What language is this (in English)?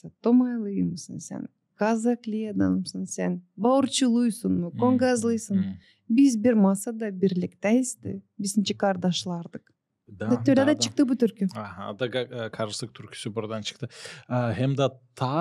Gagauz